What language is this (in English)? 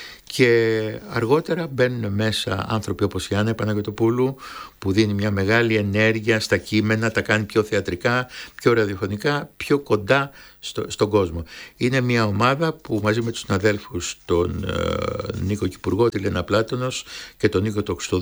Greek